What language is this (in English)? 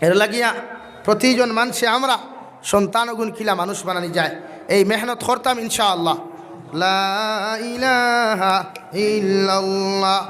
Sylheti